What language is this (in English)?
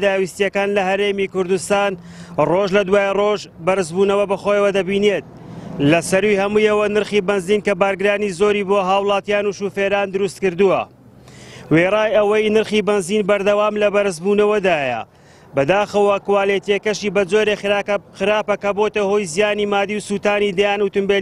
Central Kurdish